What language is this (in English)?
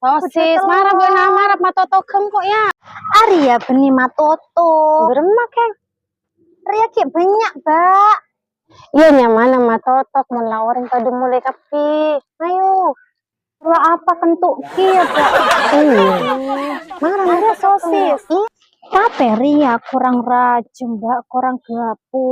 Madurese